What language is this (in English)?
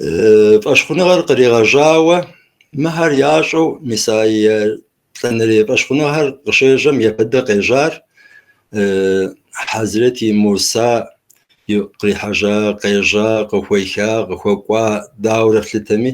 Kabardian